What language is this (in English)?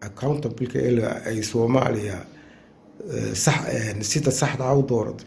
Somali